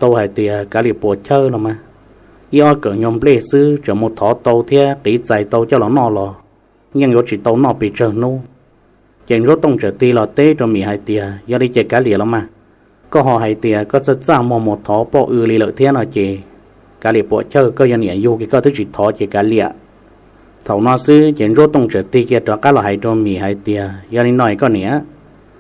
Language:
Hmong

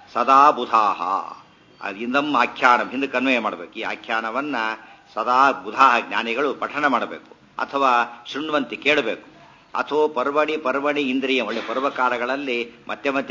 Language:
Kannada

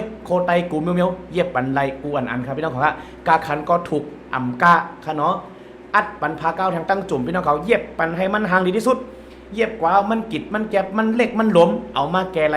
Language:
Shan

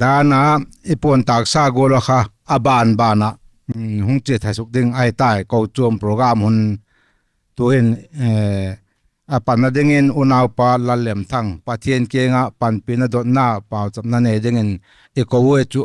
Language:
Paite Chin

